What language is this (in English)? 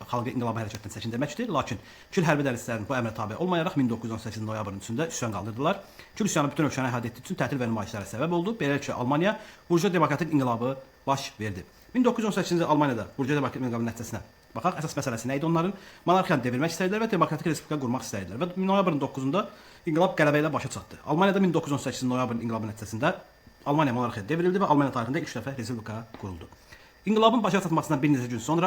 Azerbaijani